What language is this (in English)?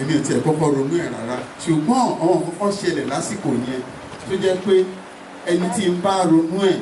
Yoruba